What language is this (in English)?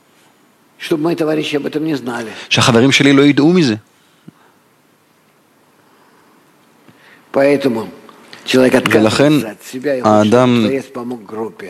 Hebrew